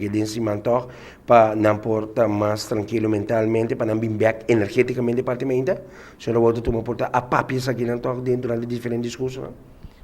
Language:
Papiamento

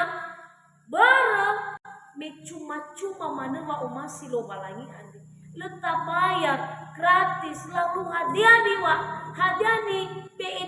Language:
Nias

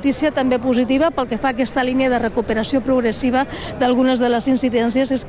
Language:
Catalan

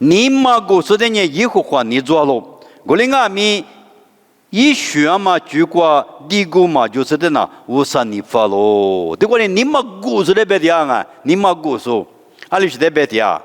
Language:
Lisu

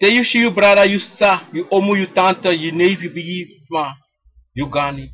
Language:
Sranan Tongo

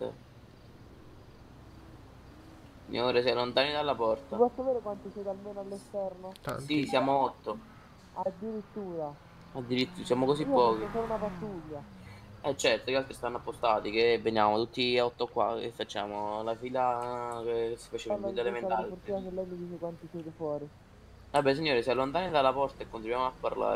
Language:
Italian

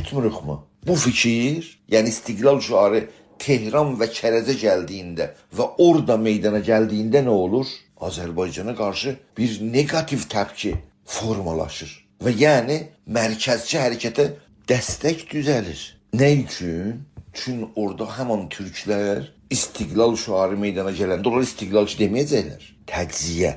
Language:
South Azerbaijani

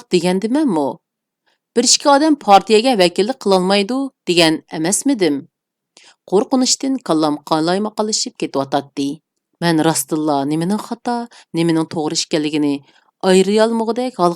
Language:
Uyghur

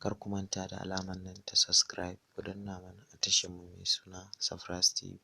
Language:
Hausa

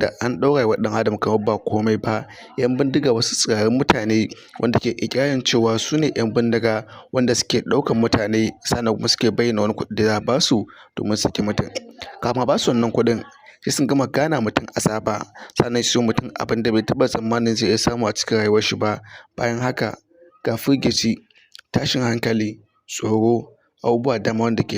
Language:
Hausa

